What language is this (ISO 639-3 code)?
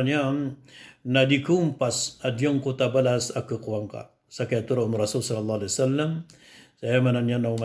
mrw